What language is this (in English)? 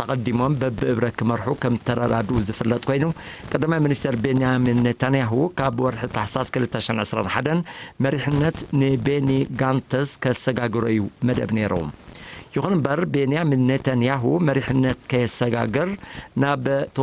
Tigrinya